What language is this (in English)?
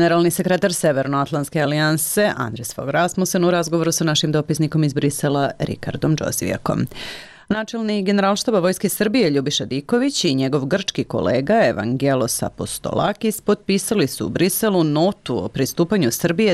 Serbian